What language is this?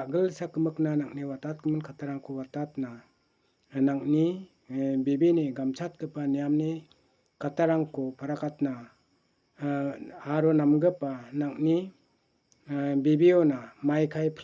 Garo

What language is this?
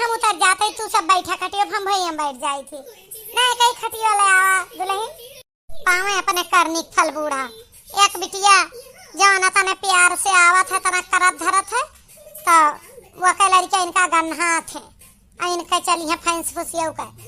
Awadhi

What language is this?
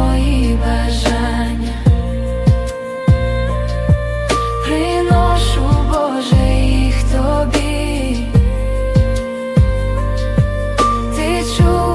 Ukrainian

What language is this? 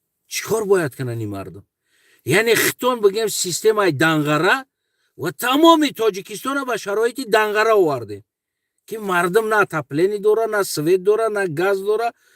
Tajik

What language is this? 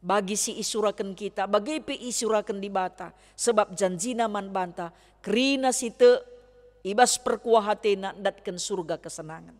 Batak Karo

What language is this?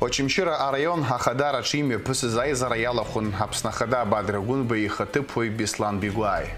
Abkhazian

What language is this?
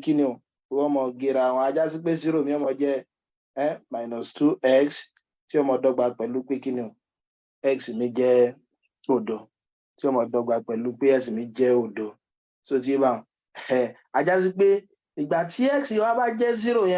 Yoruba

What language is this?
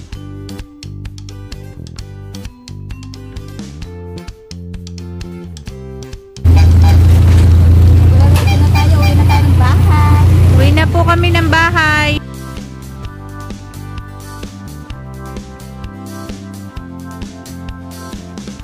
Filipino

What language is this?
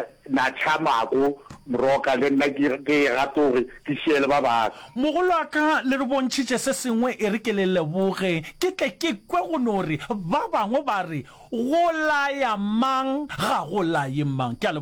Northern Sotho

